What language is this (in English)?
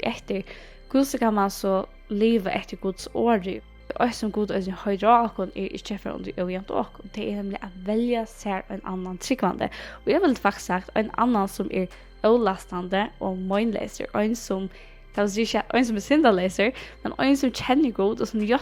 Faroese